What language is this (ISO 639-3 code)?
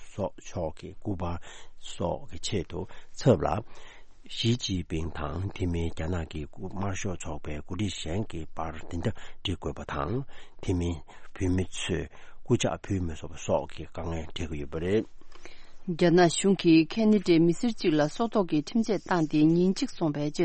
bod